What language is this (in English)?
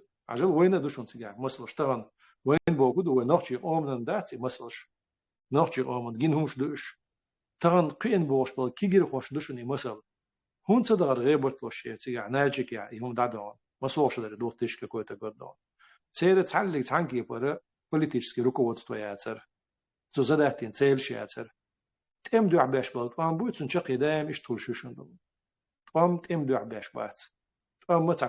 Chechen